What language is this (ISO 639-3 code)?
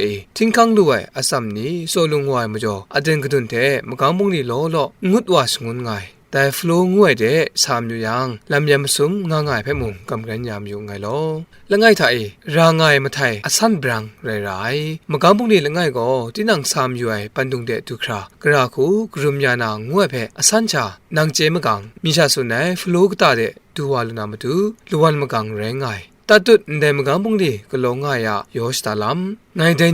kac